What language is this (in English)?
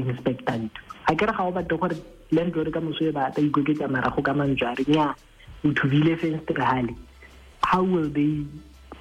Tswana